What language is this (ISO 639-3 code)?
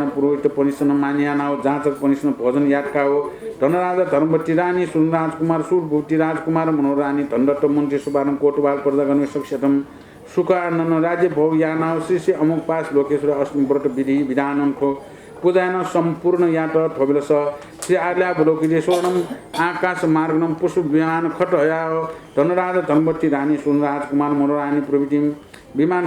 new